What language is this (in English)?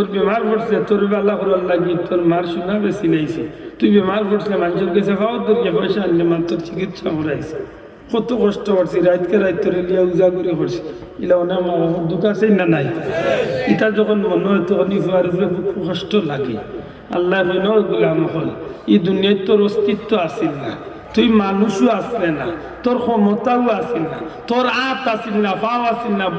Sylheti